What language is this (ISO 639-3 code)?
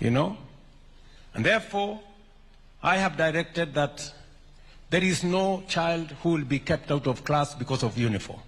guz